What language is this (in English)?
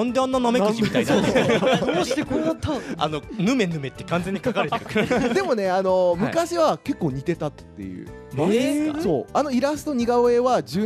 Japanese